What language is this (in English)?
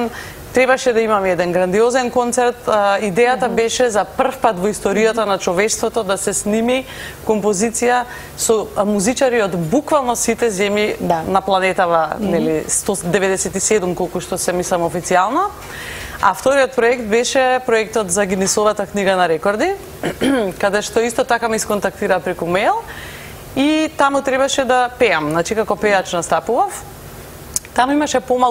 Macedonian